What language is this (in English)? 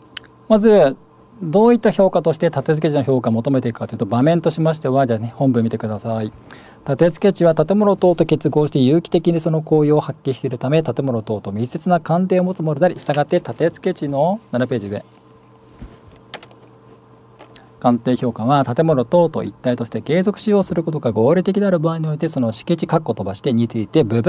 Japanese